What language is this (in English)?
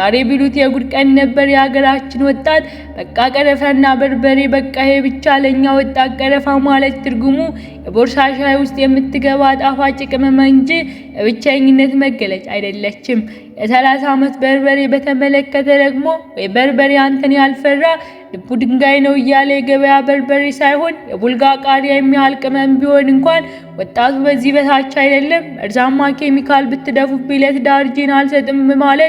Amharic